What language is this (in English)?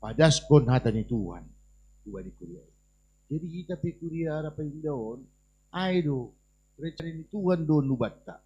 Batak Simalungun